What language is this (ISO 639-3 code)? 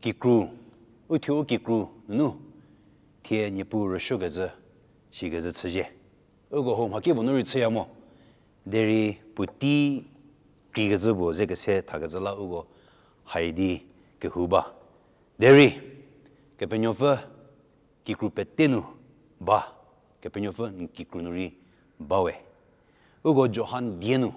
njm